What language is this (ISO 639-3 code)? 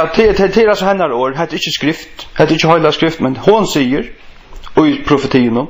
fao